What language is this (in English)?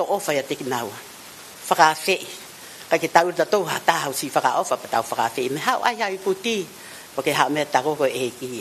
Tongan